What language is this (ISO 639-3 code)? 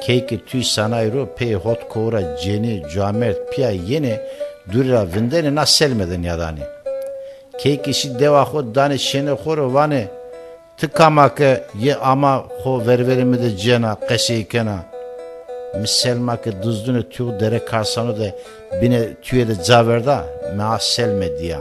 zza